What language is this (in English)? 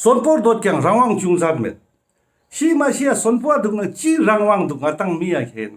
Ladakhi